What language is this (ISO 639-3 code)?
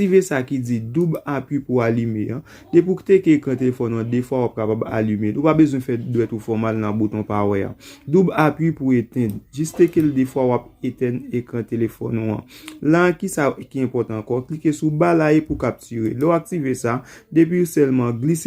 hat